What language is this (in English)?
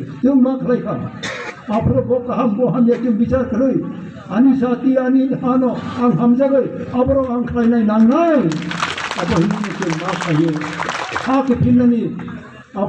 Kok Borok